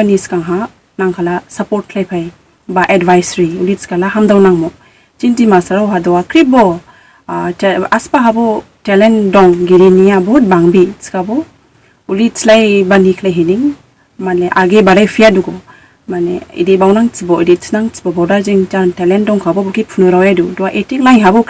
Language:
Dimasa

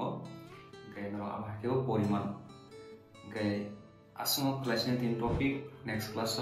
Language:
Kok Borok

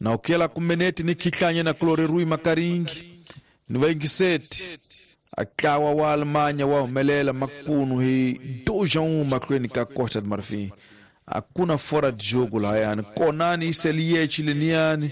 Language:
Tsonga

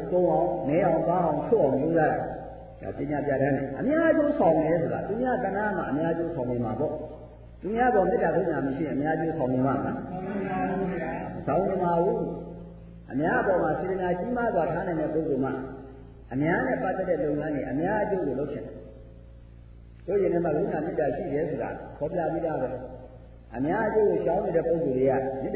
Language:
Burmese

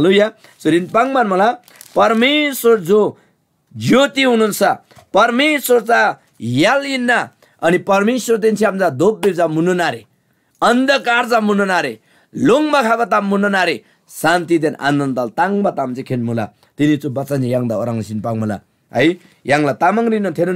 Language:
Eastern Tamang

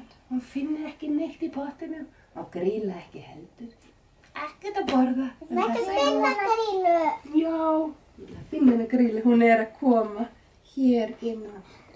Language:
Icelandic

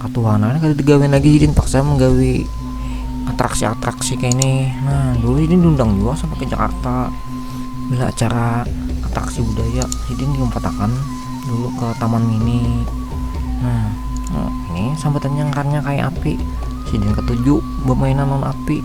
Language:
Banjar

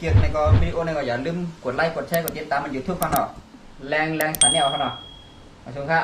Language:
Shan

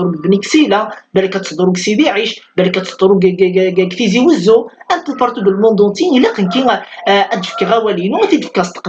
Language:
Kabyle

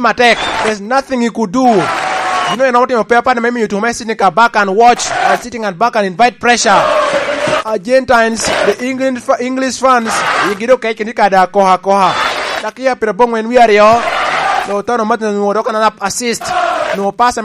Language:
Lango (Uganda)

